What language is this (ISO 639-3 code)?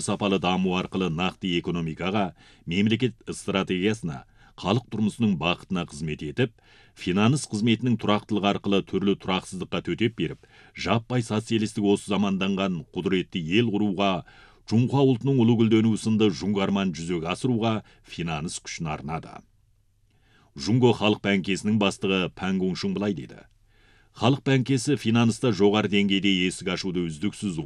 kaz